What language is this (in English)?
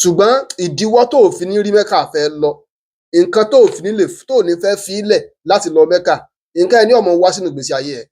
Yoruba